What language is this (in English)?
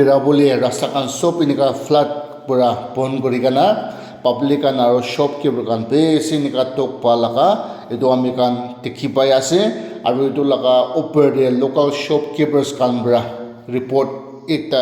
Naga Pidgin